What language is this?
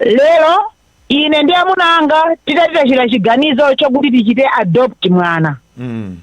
Nyanja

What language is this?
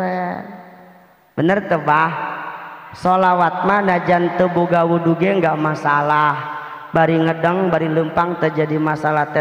Sundanese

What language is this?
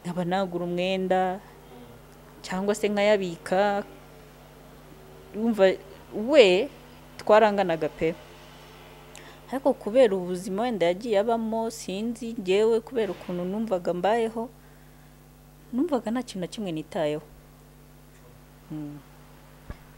Kinyarwanda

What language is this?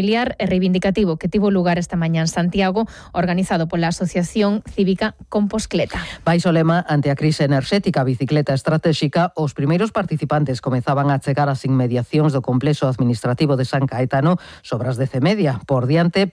Galician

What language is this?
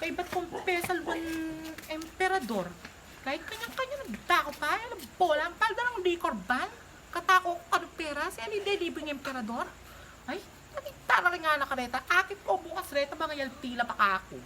Pampanga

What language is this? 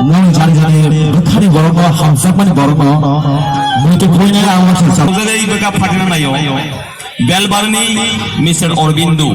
Kok Borok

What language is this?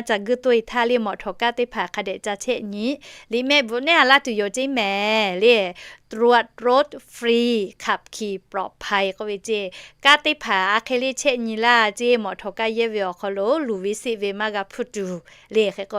Lahu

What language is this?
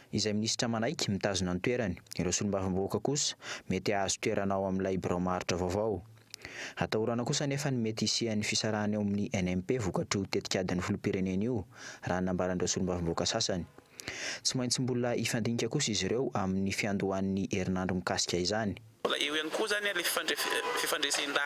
Malagasy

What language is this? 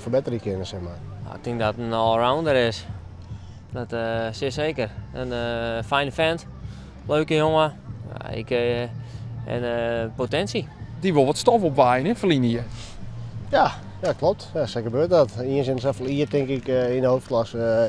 Western Frisian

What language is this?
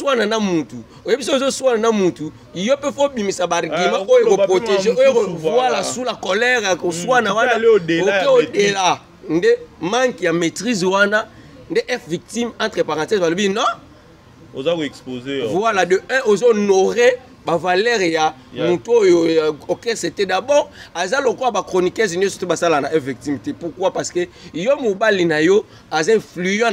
Lingala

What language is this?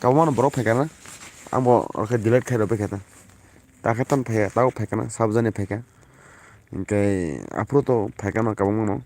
Kok Borok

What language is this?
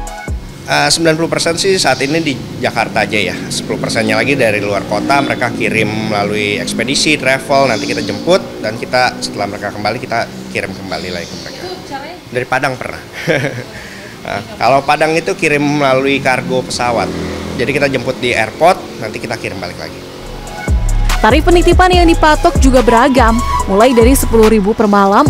Indonesian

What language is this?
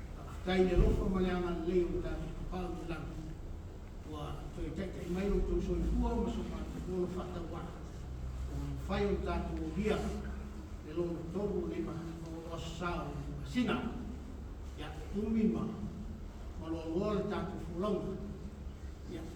Samoan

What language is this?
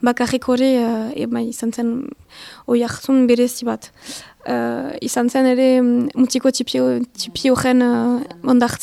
Basque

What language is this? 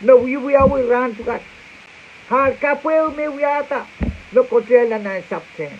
Pohnpeian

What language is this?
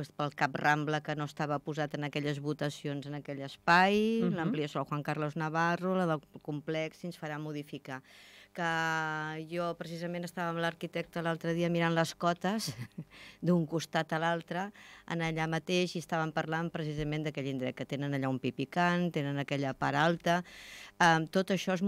Catalan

